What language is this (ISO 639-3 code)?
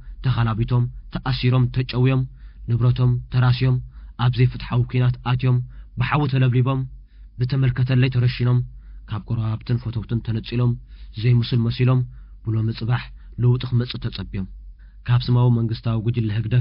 tir